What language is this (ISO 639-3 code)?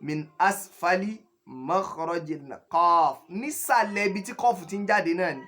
yor